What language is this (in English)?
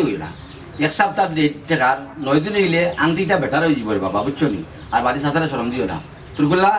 Sylheti